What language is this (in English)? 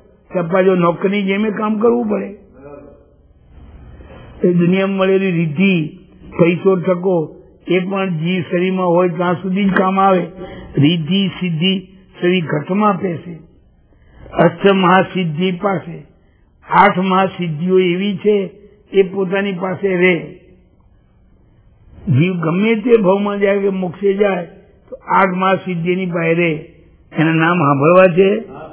Gujarati